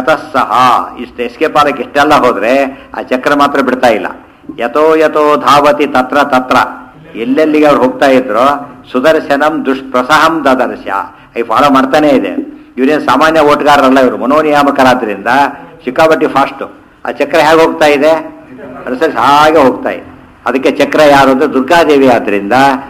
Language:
Kannada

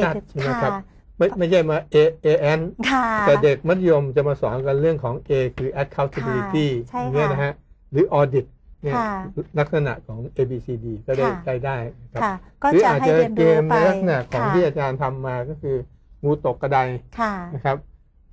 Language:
Thai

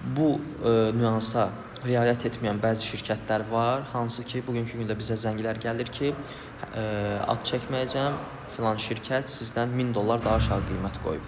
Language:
Azerbaijani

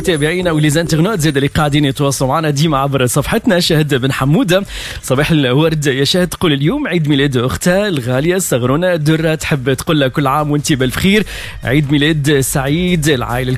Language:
Tunisian Arabic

